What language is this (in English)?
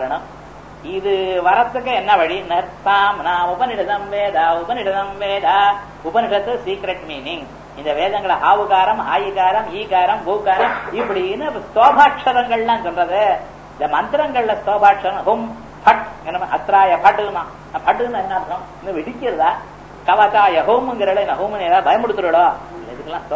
Tamil